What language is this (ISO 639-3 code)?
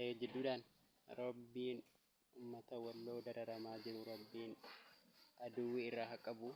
orm